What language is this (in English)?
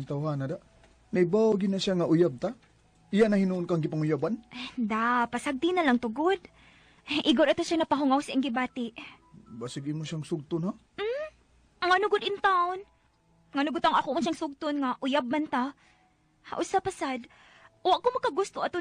Cebuano